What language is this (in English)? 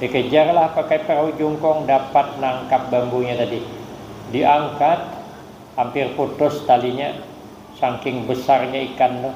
Banjar